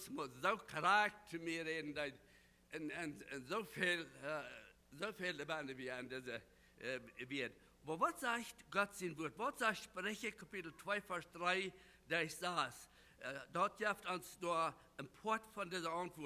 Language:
Plautdietsch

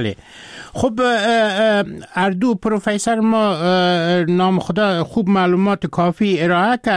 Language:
Persian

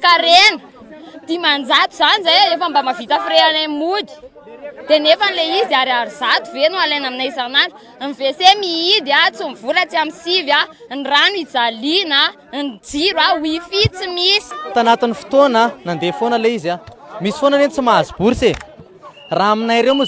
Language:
Malagasy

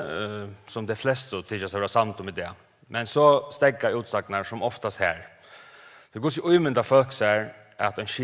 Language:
Faroese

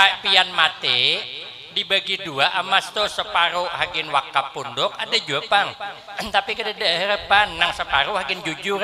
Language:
Banjar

